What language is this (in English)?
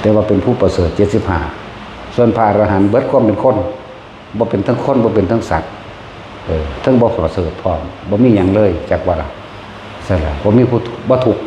Northeastern Thai